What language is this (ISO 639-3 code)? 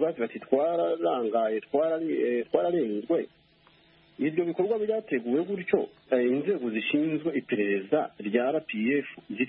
kin